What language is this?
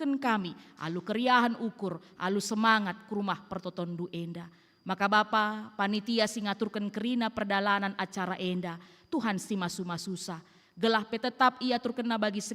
Batak Karo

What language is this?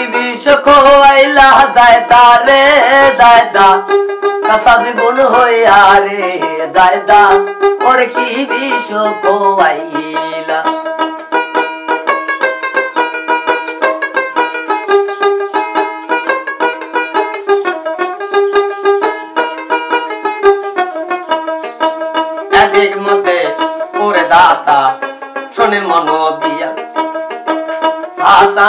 Bangla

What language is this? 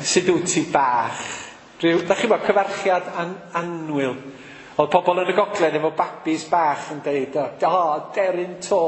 Welsh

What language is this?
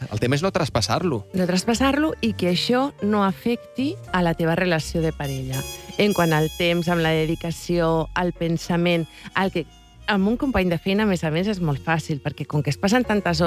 Catalan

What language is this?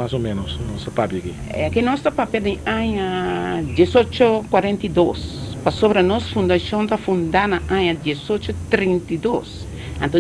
Papiamento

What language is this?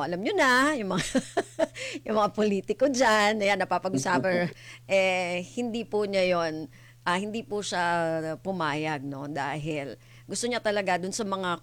Filipino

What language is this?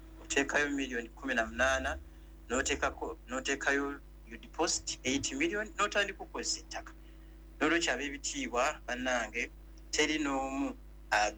Ganda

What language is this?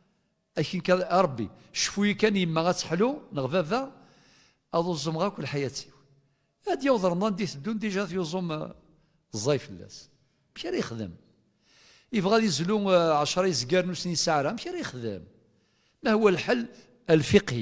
Kabyle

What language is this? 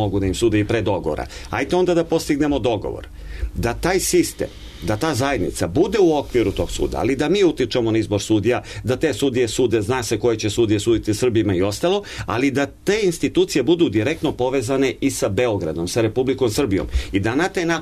Serbian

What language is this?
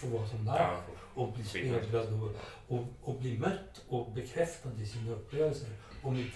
Swedish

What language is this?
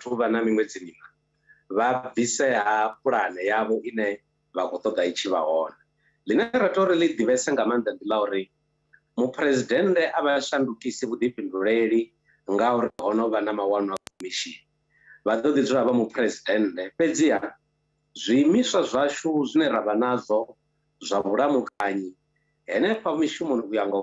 Venda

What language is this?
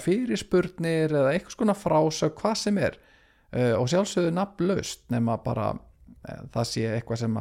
Icelandic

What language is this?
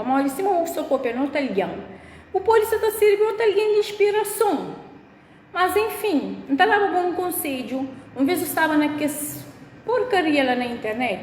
Kabuverdianu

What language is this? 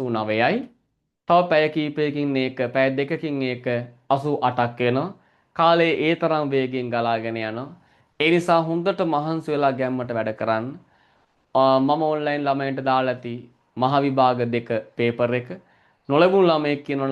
Sinhala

